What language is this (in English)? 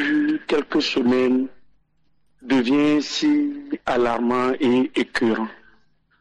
French